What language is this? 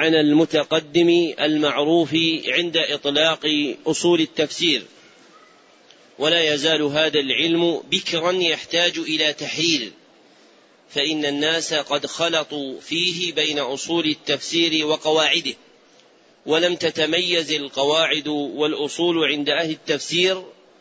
Arabic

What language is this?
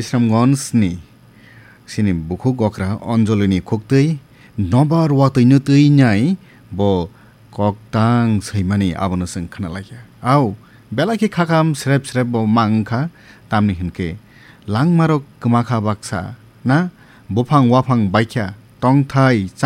Kok Borok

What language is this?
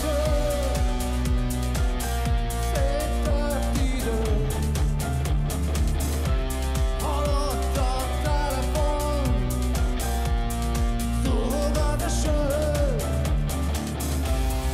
Hungarian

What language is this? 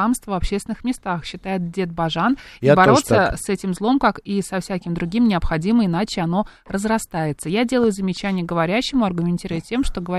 Russian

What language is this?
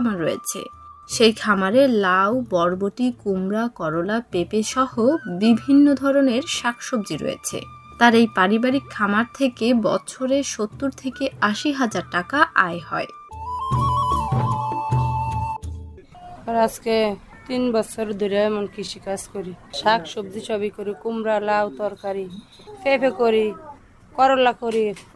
Bangla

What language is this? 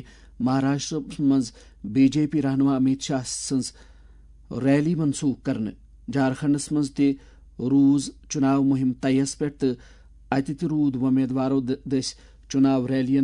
Kashmiri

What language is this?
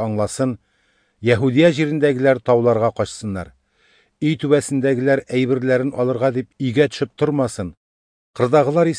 Tatar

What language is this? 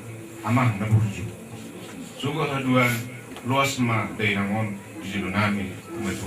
Batak Toba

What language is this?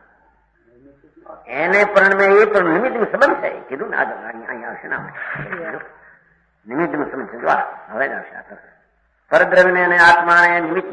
Gujarati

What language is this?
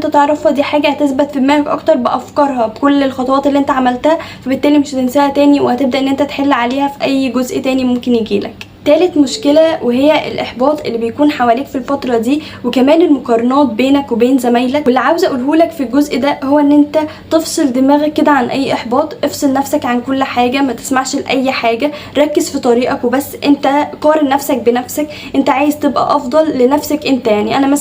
Egyptian Arabic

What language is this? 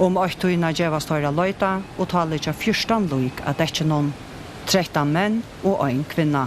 Faroese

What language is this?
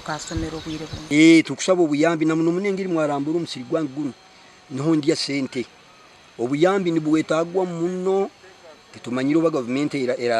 Nyankole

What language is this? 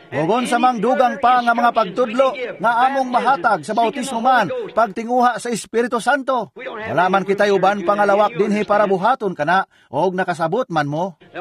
Cebuano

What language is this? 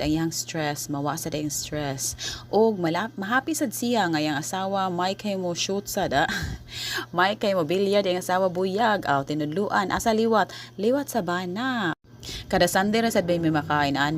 Cebuano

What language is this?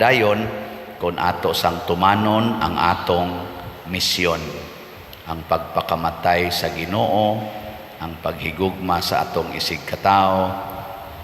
Cebuano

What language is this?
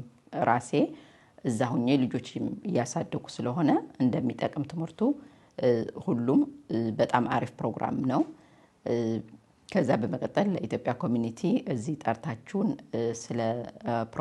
Amharic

